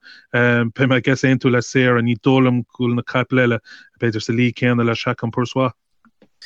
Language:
Irish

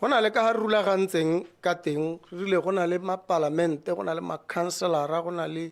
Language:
Tswana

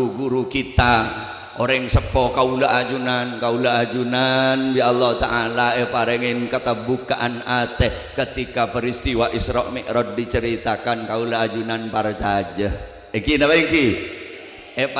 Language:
Madurese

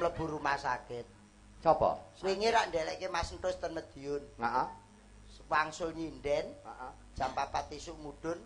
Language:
Javanese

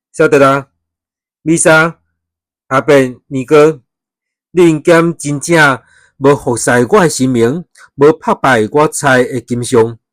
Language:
Min Nan Chinese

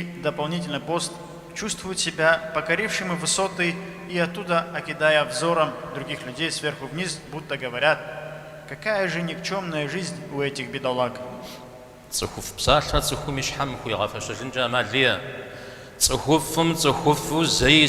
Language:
Kabardian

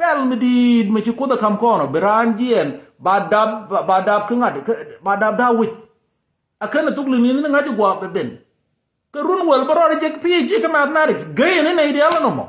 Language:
Nuer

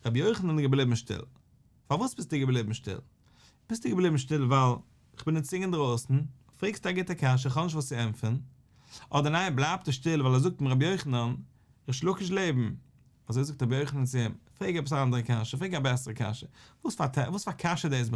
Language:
Yiddish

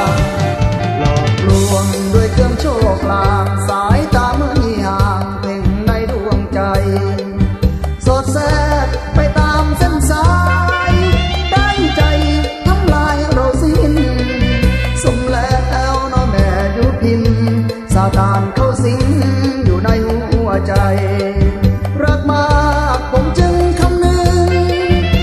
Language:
Thai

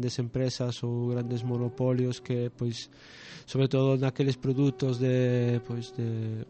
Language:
Galician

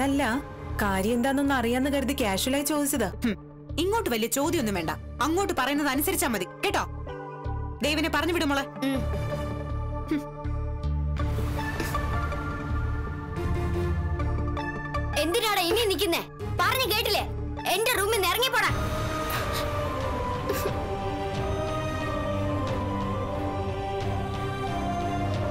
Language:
Malayalam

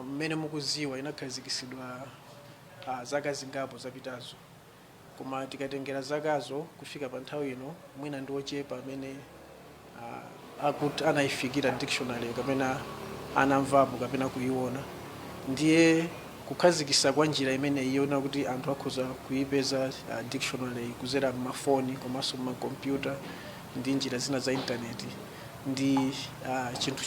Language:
Nyanja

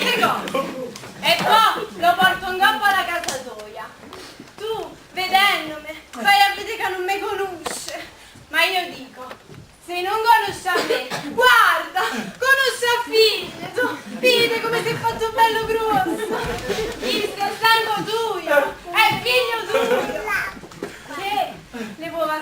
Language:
Neapolitan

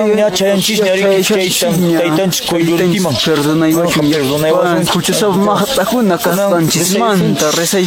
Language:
Quechua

